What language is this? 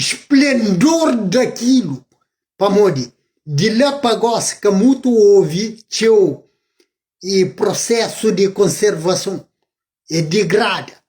Kabuverdianu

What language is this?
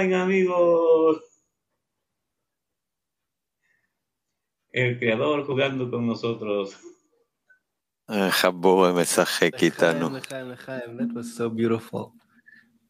Hebrew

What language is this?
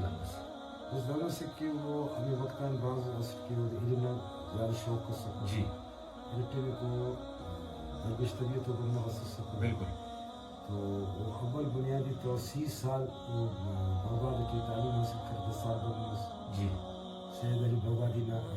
Brahui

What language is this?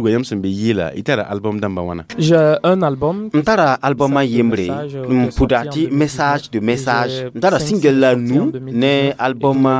Mossi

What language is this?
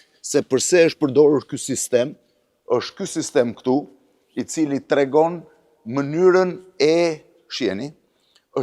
Albanian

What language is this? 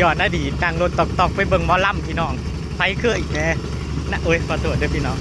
Northeastern Thai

